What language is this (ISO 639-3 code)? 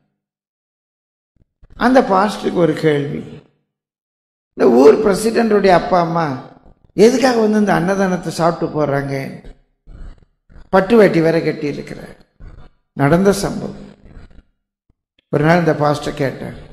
tam